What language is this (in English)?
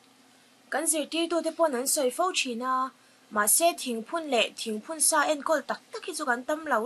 Mizo